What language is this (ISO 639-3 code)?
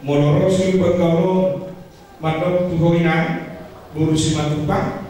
bbc